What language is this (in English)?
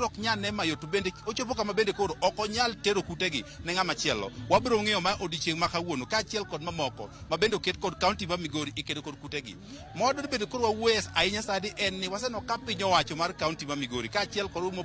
Luo (Kenya and Tanzania)